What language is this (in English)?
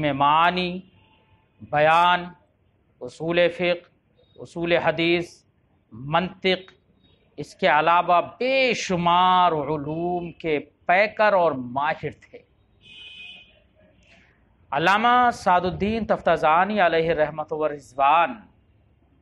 Urdu